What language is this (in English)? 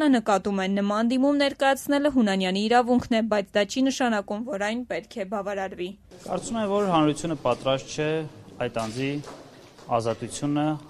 Armenian